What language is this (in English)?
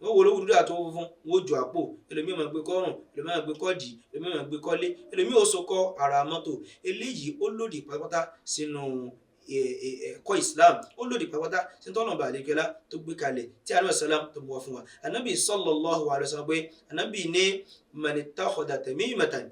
Yoruba